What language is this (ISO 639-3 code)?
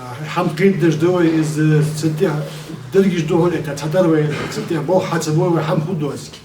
inh